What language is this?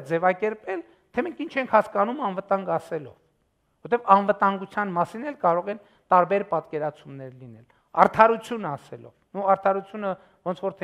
Armenian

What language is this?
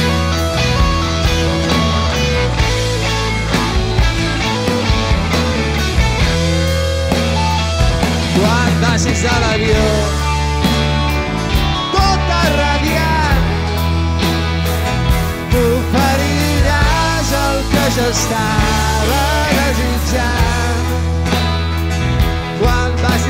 Catalan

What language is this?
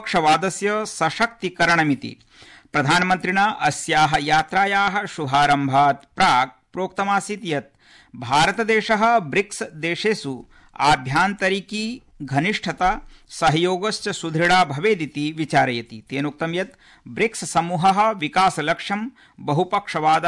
Sanskrit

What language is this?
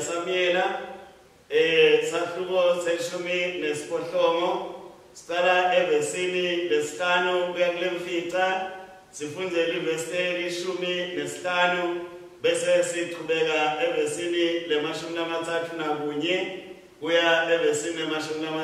Swati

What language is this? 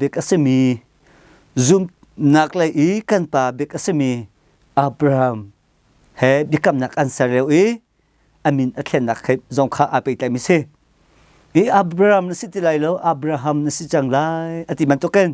Hakha Chin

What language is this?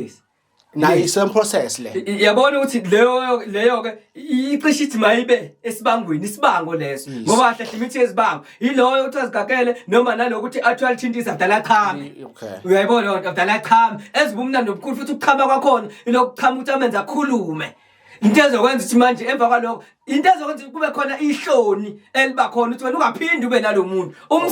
Zulu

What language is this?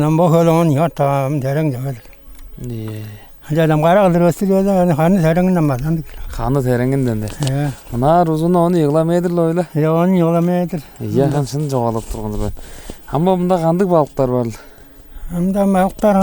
Tuvinian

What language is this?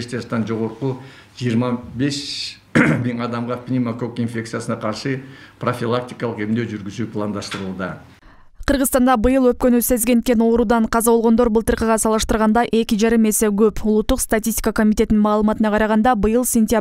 Kyrgyz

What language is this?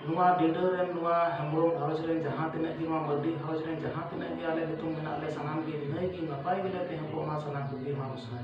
Santali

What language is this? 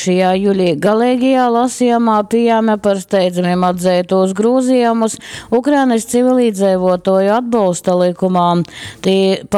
Latgalian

